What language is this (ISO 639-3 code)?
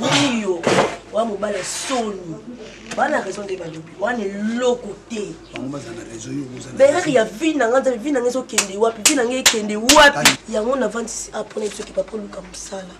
lin